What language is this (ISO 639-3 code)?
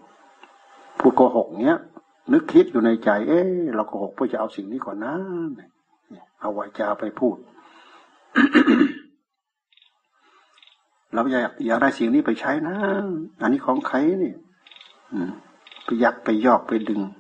tha